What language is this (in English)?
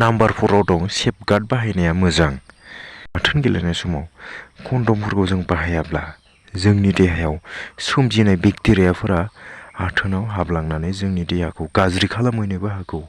Bodo